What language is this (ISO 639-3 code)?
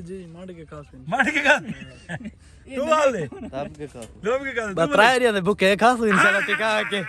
skr